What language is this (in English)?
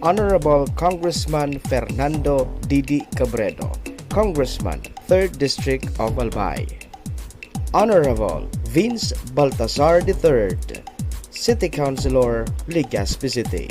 Bikol